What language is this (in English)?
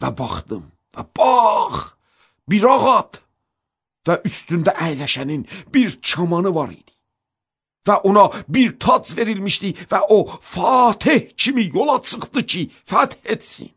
Azerbaijani